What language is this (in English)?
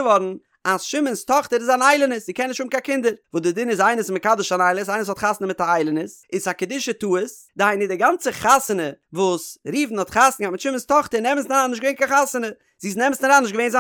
Yiddish